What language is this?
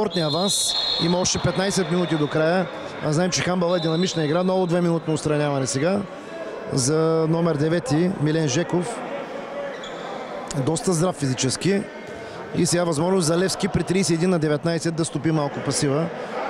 Bulgarian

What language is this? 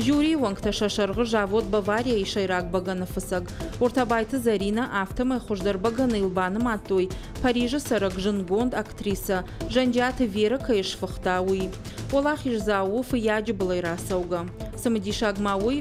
Ossetic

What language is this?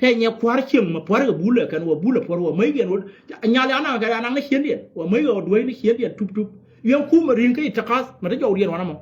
Nuer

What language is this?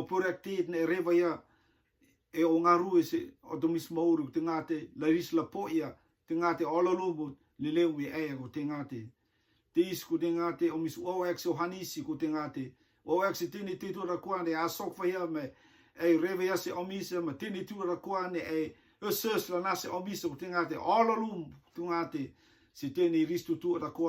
Rotuman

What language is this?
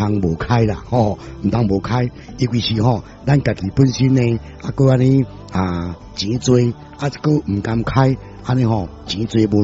Min Nan Chinese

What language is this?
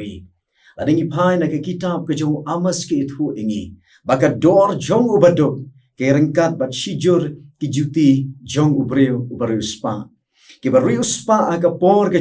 Khasi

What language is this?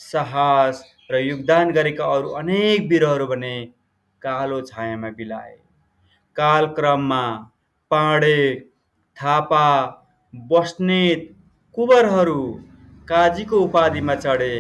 Nepali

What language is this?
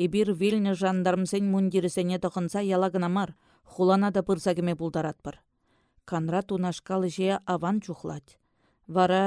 Chuvash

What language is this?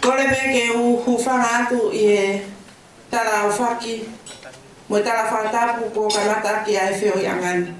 Tongan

